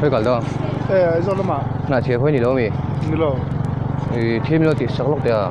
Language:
Mizo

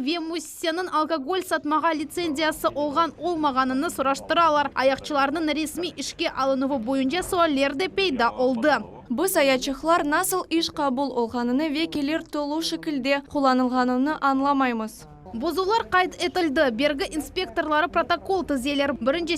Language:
Crimean Tatar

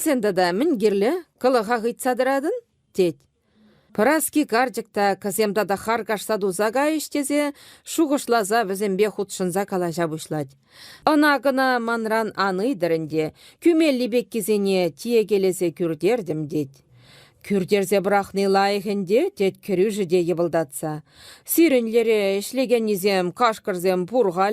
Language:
Chuvash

